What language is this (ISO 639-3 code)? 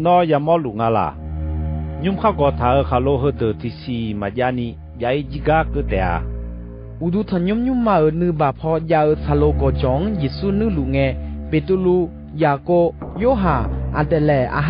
ahk